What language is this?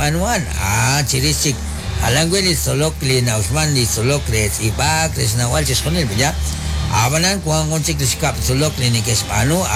Kekchí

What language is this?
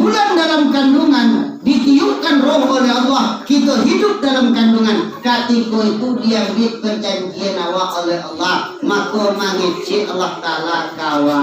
Minangkabau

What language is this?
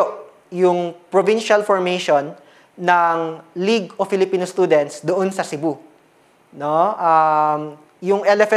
Filipino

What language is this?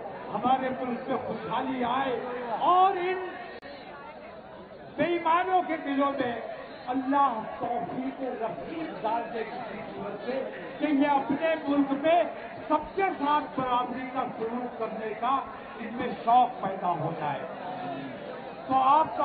Urdu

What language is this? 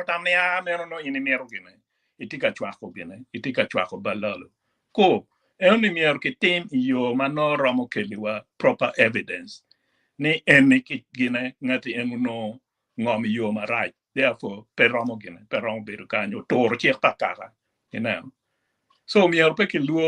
Acoli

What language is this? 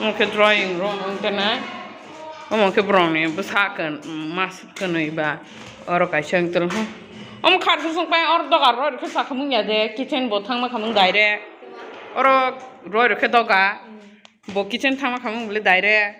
Kok Borok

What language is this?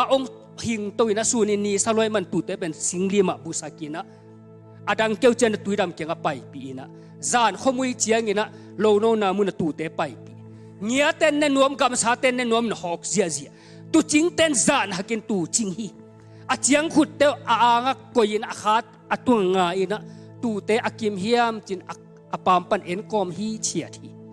Tedim Chin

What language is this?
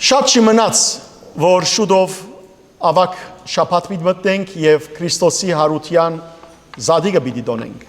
Western Armenian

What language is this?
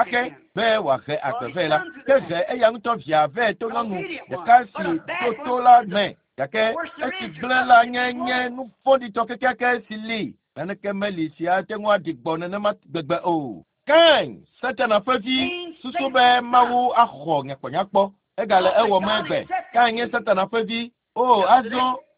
Ewe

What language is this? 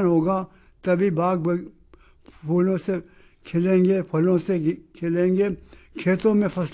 Hindi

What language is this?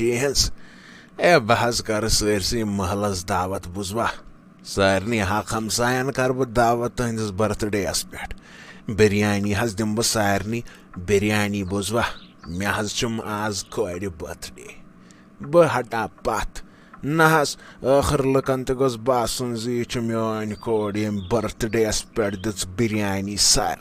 Kashmiri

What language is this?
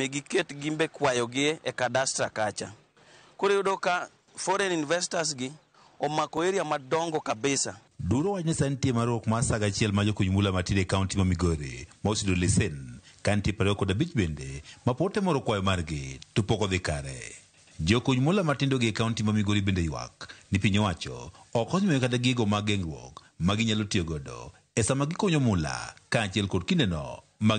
Luo (Kenya and Tanzania)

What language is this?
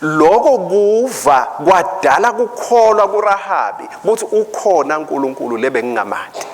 Swati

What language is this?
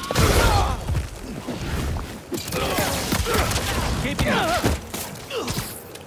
German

